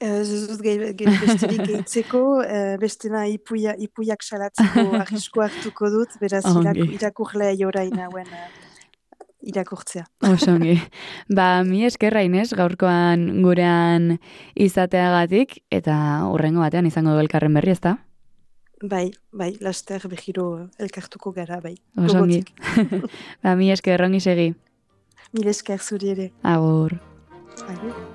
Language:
Basque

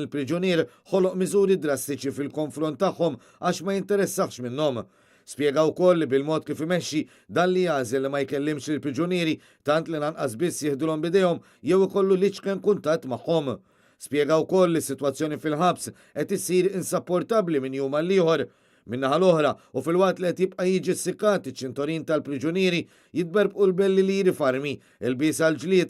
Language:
Maltese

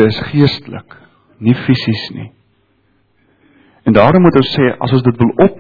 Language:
Afrikaans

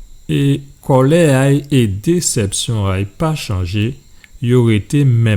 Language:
Guadeloupean Creole French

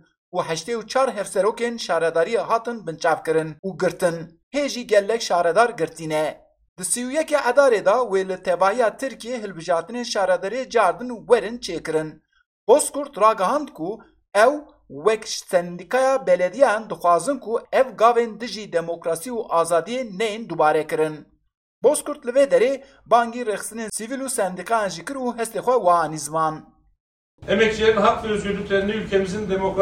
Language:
Kurdish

